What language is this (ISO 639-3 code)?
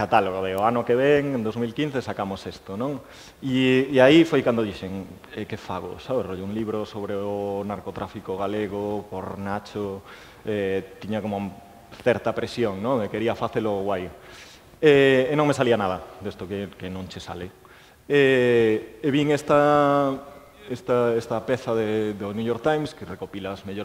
glg